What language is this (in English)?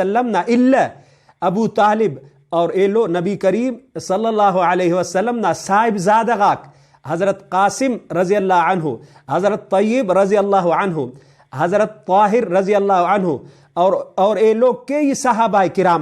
Brahui